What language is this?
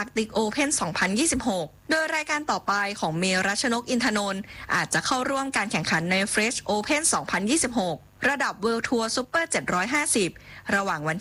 Thai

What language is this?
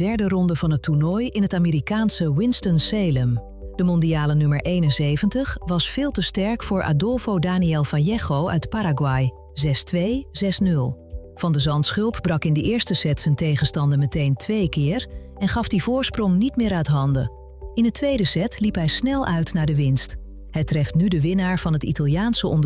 Dutch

